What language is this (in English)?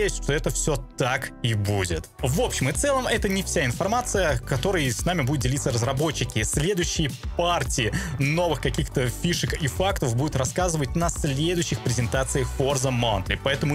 Russian